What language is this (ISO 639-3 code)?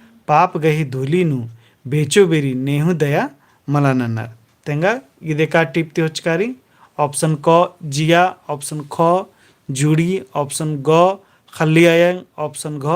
kru